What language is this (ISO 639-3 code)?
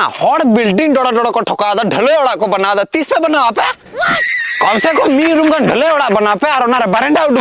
sat